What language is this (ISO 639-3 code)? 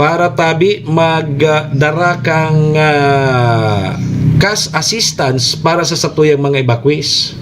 bik